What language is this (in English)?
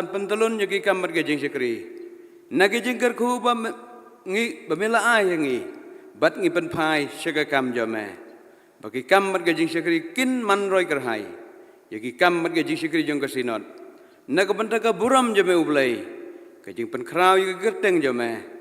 Khasi